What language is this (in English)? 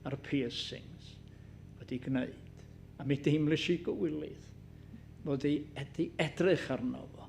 Welsh